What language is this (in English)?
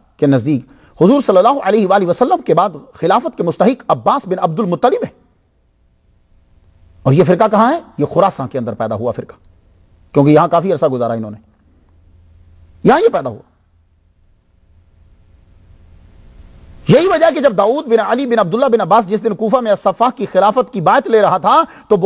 Urdu